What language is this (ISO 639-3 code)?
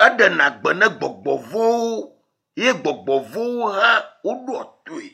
ewe